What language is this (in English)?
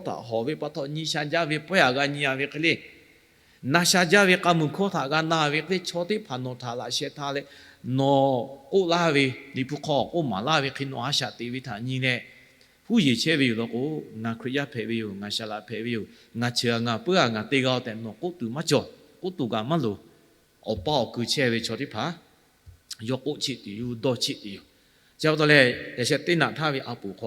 Lahu